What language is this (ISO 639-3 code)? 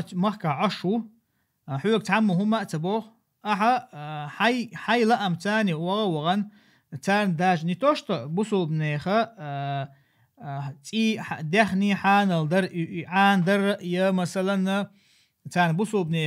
che